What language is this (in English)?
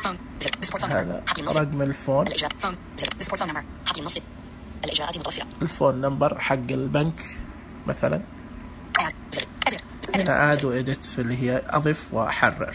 Najdi Arabic